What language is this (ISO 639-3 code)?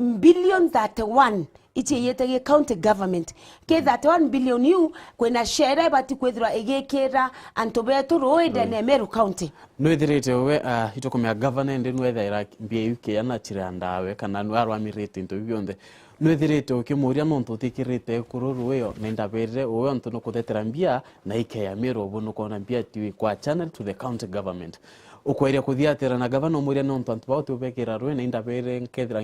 mer